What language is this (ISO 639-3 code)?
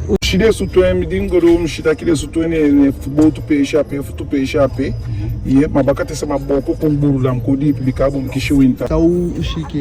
djk